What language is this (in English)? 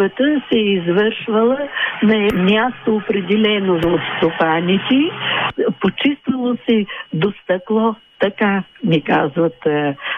Bulgarian